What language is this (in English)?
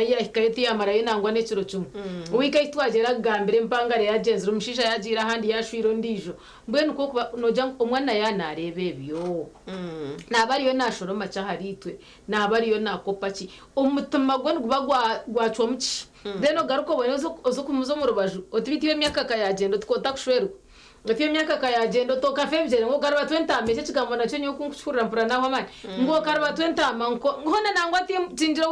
Nyankole